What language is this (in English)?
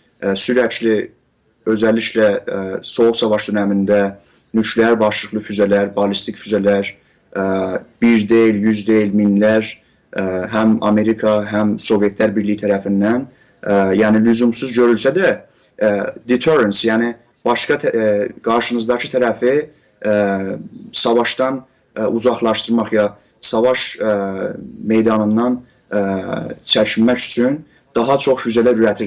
South Azerbaijani